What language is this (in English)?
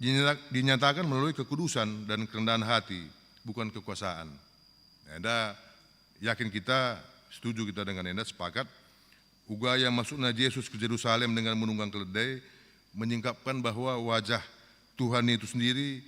Batak Karo